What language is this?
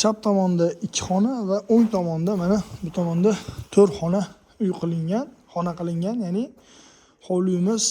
Uzbek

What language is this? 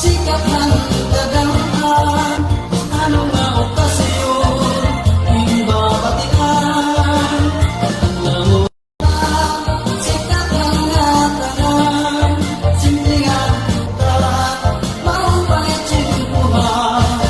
Waray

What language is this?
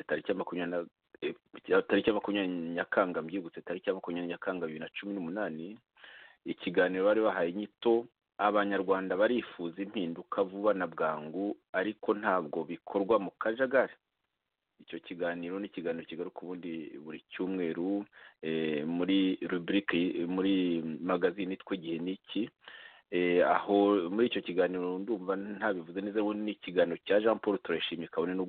Kinyarwanda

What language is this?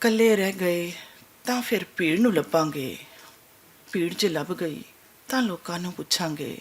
Western Panjabi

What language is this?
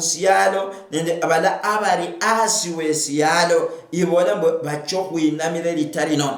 Luyia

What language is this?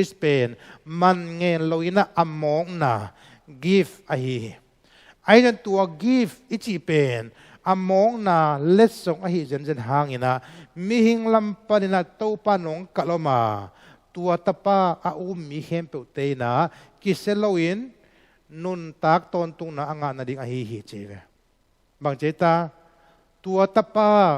Tedim Chin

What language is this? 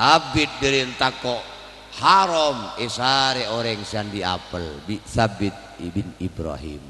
Madurese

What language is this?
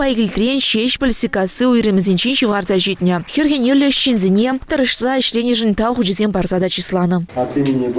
Chuvash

